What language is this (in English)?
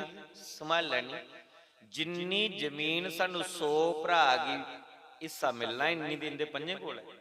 Dogri